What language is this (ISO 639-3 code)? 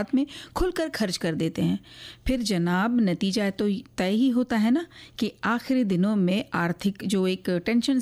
hin